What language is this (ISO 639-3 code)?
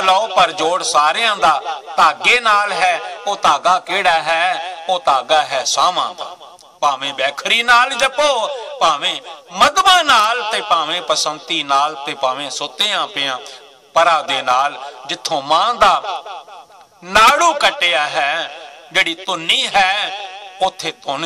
pan